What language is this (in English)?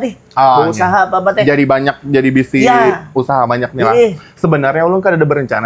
Banjar